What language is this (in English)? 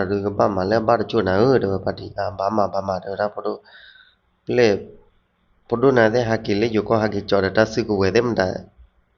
S'gaw Karen